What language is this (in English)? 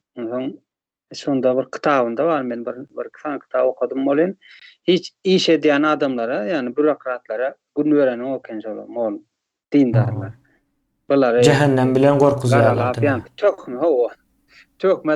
Turkmen